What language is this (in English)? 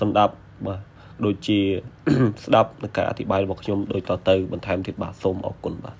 Khmer